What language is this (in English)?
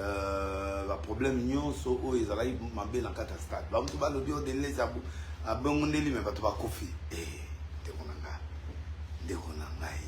Lingala